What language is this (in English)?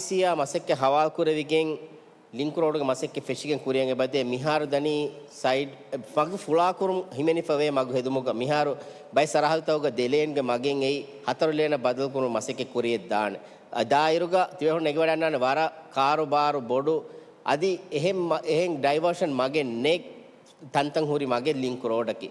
Divehi